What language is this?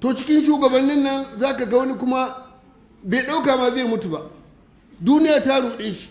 Hausa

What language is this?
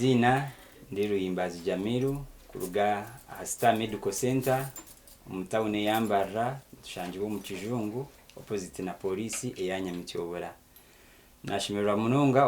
Nyankole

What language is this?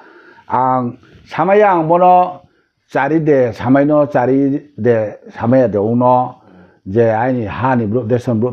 Riang (India)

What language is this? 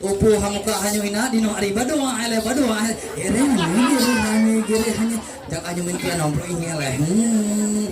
Ma'anyan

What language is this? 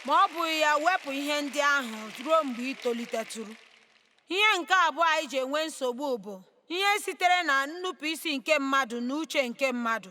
Igbo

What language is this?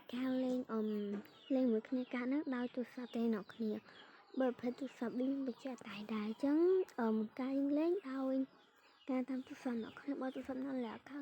Khmer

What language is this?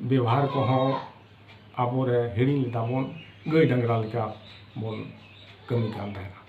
Santali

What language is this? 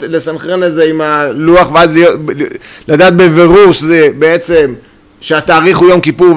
Hebrew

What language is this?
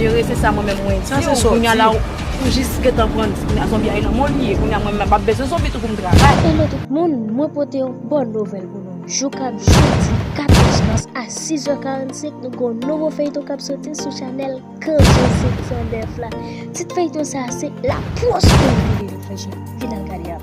Haitian Creole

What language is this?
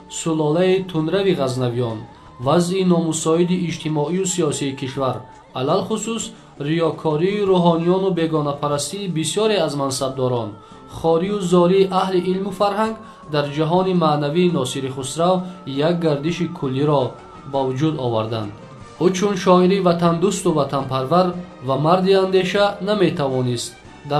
Tajik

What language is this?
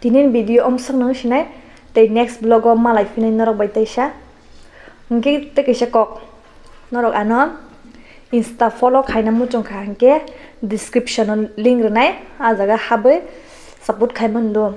Kok Borok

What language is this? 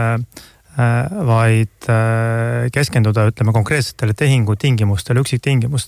Estonian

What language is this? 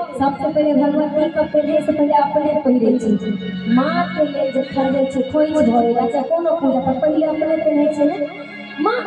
Maithili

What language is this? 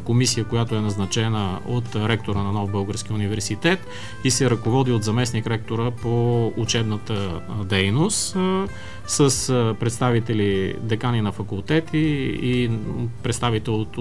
Bulgarian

